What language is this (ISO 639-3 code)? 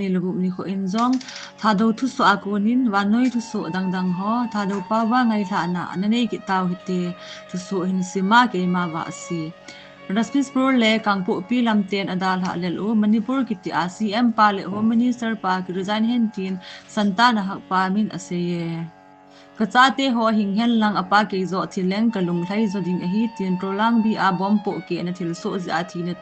tcz